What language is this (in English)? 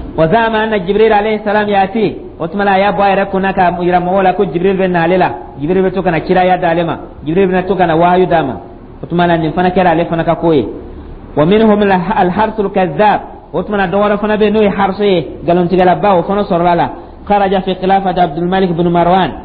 Dyula